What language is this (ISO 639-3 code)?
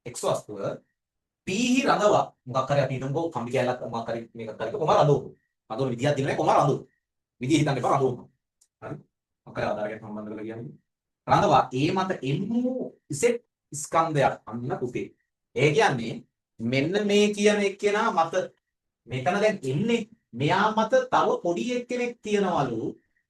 sin